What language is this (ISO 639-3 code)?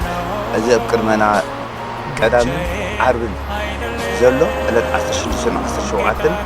tir